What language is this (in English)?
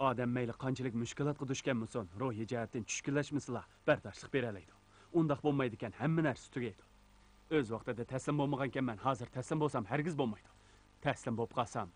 Uyghur